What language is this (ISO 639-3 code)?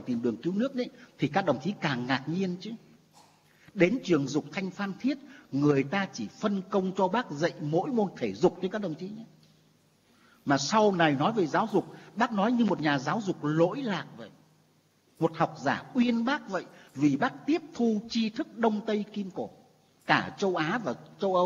vie